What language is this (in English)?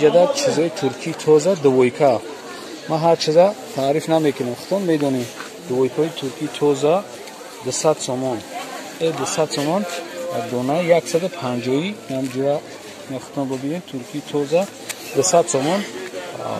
Tajik